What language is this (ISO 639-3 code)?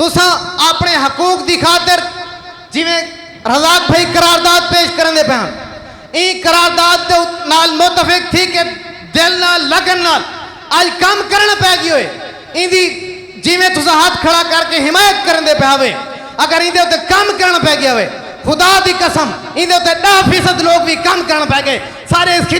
skr